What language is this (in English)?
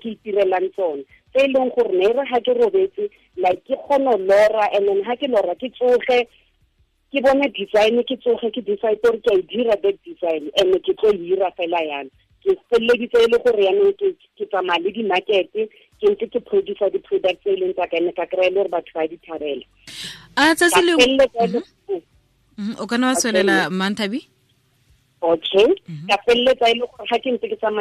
Tswana